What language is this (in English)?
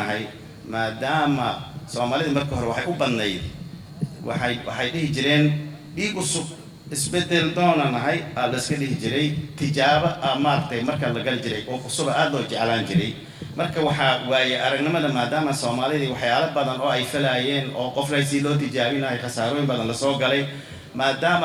Somali